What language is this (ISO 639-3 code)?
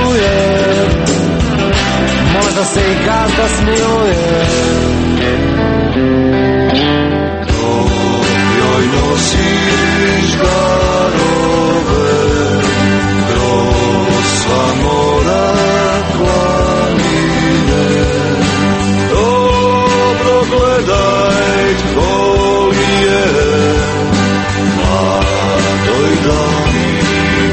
hrv